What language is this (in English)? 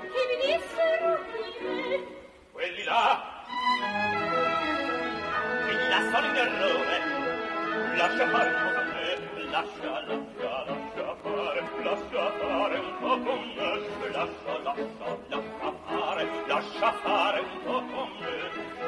Italian